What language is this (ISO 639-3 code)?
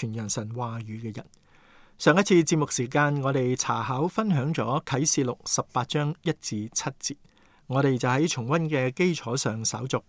yue